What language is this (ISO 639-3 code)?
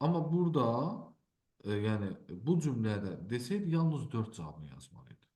aze